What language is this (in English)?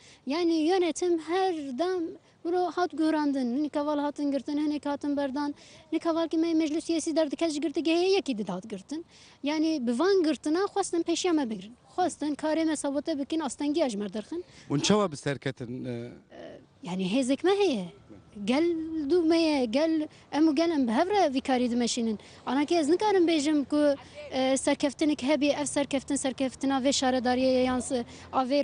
Kurdish